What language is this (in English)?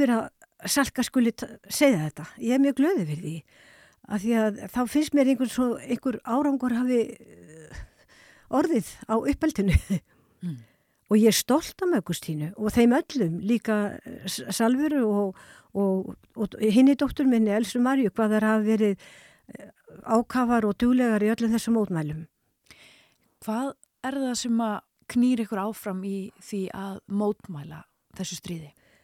Icelandic